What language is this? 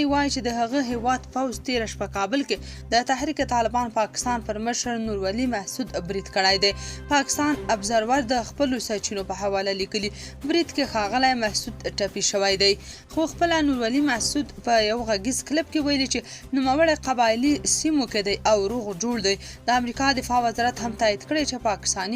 Pashto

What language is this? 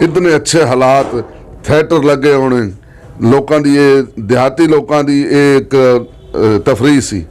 Western Panjabi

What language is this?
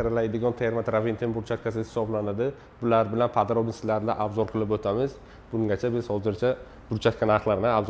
Uzbek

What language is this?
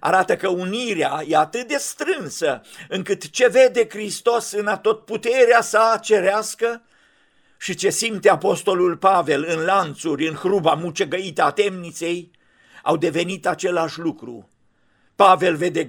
Romanian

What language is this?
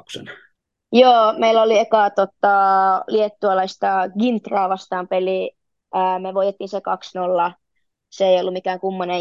Finnish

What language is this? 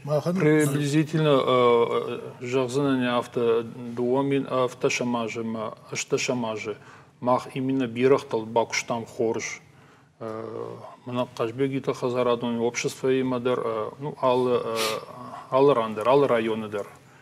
Ossetic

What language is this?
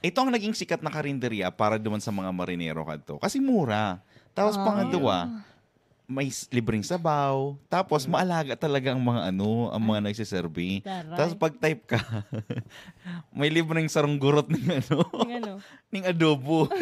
Bikol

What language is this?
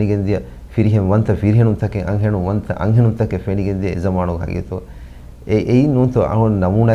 Divehi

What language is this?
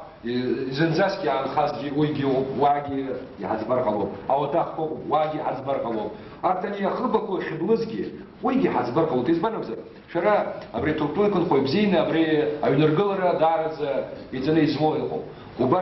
Abkhazian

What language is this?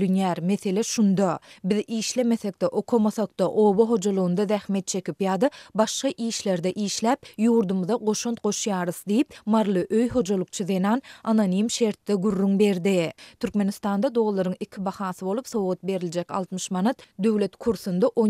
Turkmen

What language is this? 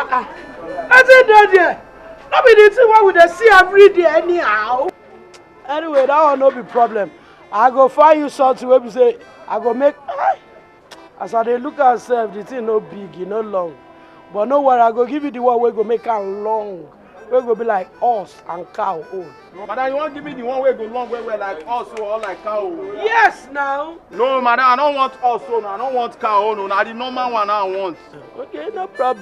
Nigerian Pidgin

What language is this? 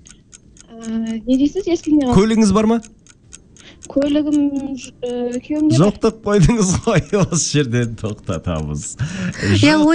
Kazakh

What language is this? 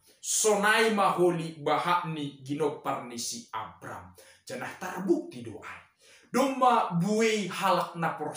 Batak Simalungun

